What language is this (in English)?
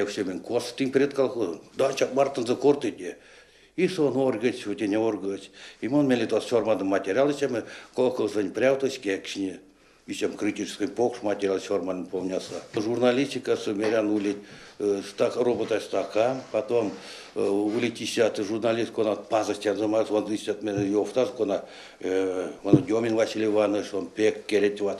Erzya